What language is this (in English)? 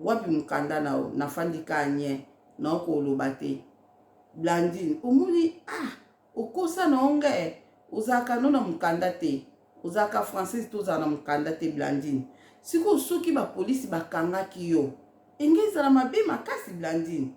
Lingala